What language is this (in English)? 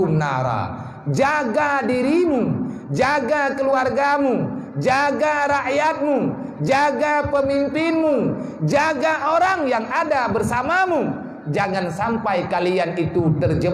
Achinese